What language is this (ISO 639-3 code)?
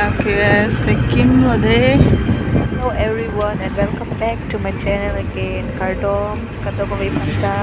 mjw